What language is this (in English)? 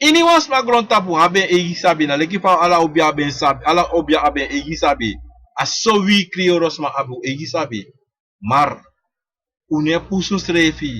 Sranan Tongo